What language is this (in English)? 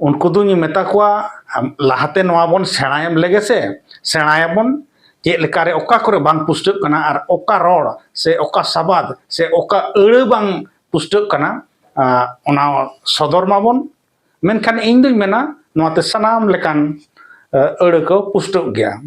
Santali